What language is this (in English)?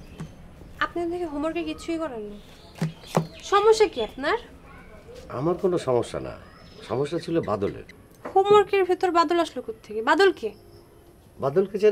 Bangla